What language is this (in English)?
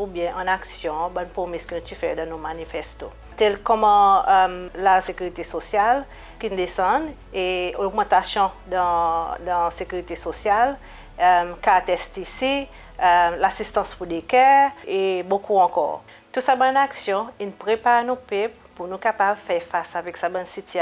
Seselwa Creole French